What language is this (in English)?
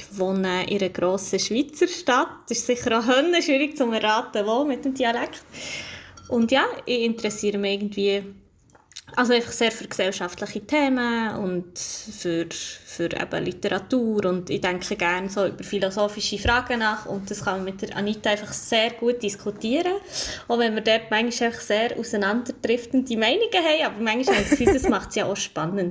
Swiss German